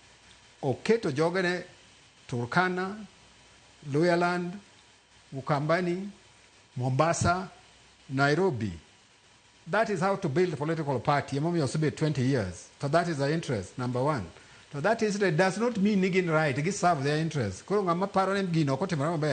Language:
Luo (Kenya and Tanzania)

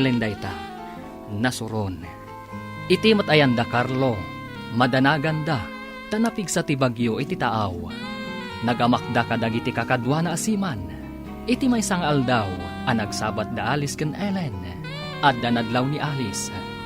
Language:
Iloko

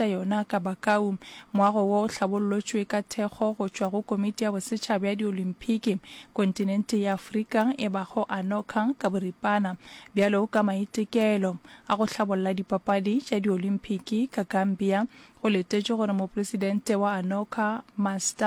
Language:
Northern Sotho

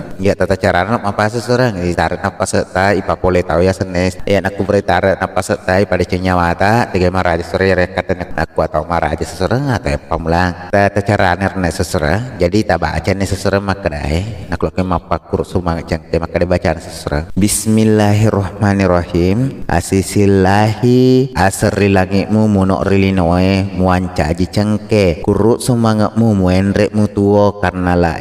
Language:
Buginese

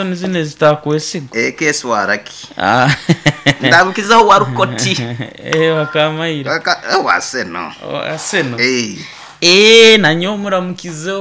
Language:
Nyoro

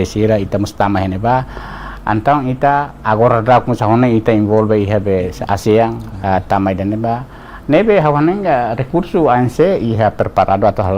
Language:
Tetum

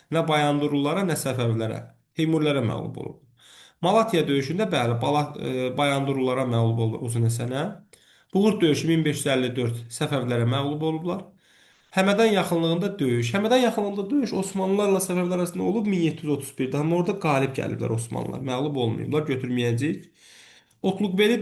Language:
Azerbaijani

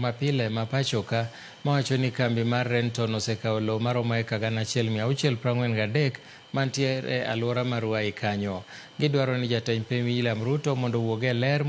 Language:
Luo (Kenya and Tanzania)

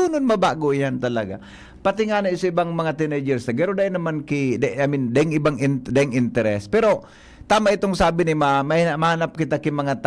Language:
Bikol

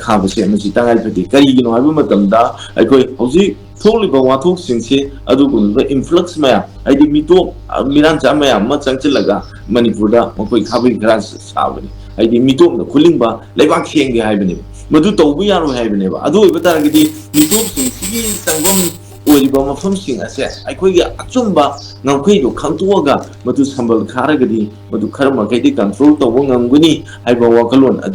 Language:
Manipuri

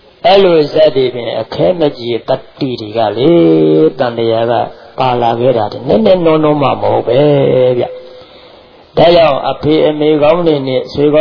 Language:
Burmese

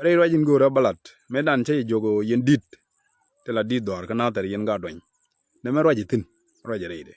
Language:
Nuer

